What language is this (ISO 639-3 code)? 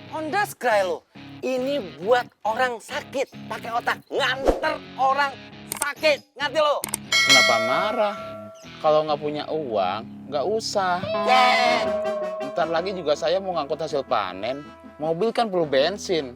bew